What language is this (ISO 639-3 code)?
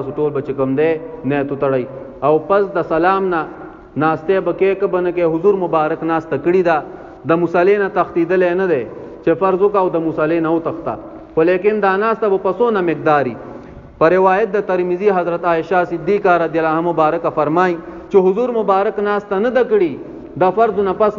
pus